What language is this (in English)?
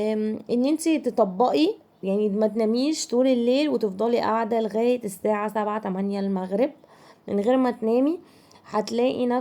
Egyptian Arabic